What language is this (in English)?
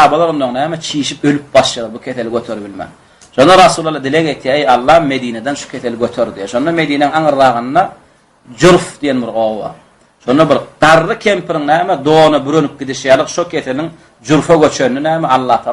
Turkmen